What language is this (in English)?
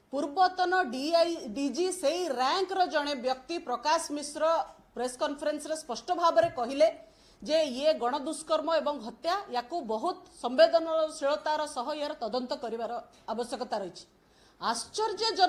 Odia